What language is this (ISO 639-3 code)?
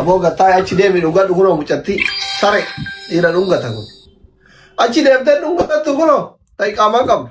orm